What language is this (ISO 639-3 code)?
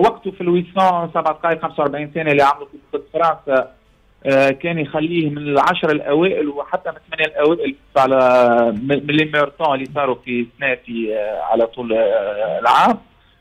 aeb